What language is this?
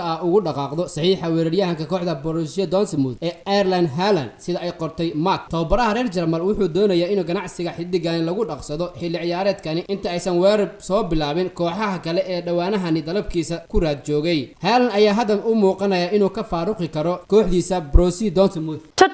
Somali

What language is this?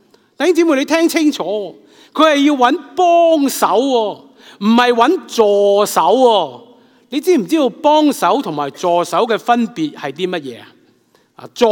Cantonese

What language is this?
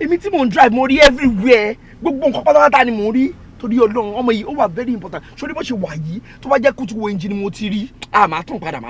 Yoruba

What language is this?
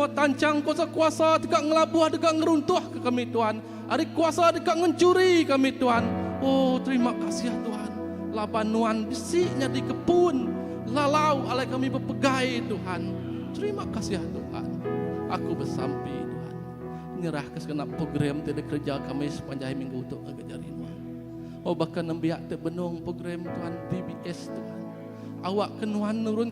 Iban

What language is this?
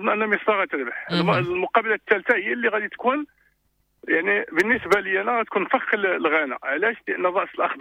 Moroccan Arabic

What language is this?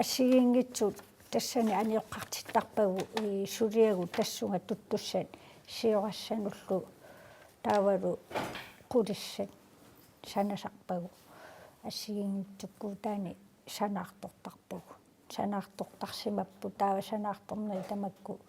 Kalaallisut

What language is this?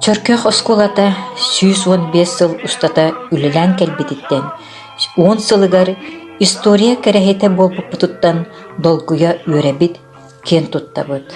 Yakut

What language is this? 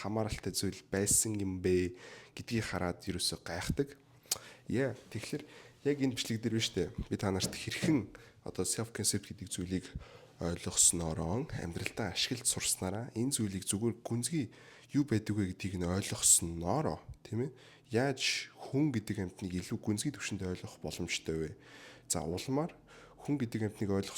Mongolian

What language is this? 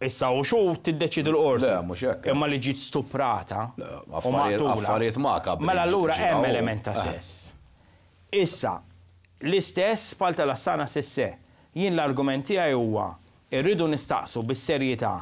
Maltese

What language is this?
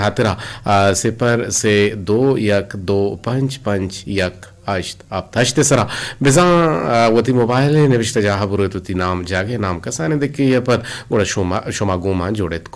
Eastern Balochi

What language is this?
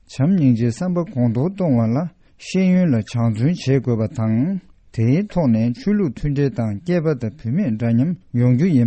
Tibetan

